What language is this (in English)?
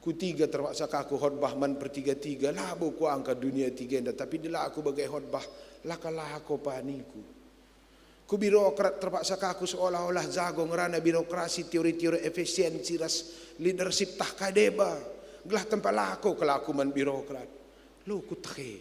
Batak Karo